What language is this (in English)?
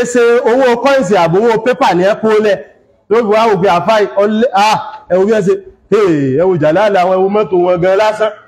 Yoruba